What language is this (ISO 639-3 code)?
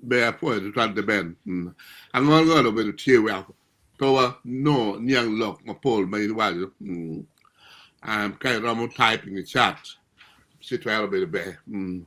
ach